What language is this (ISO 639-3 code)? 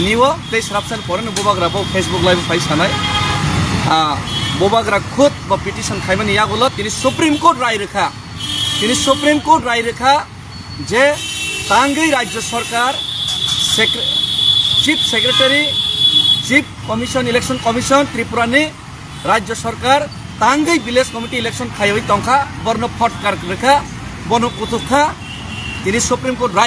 trp